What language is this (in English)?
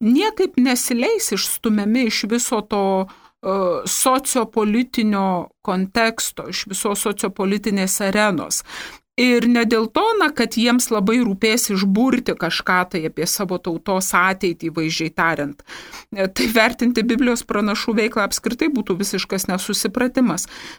Lithuanian